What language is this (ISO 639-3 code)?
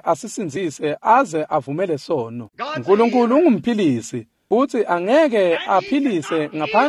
ssw